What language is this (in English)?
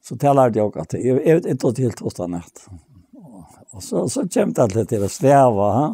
Faroese